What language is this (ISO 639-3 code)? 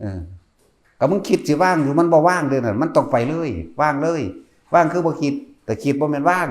lao